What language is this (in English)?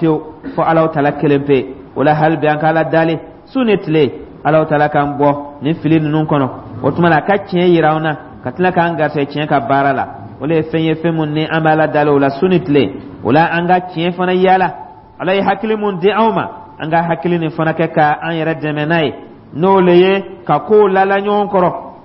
Dyula